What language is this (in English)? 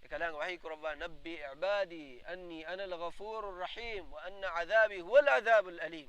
Divehi